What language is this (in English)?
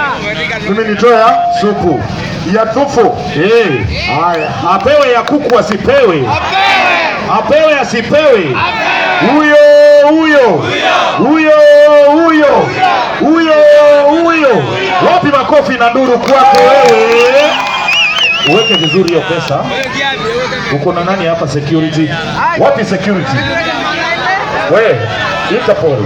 Swahili